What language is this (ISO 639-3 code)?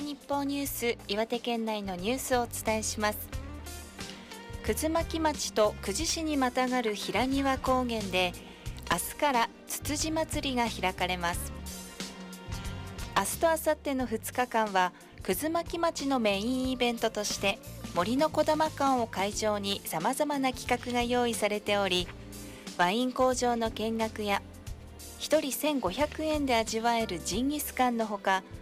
jpn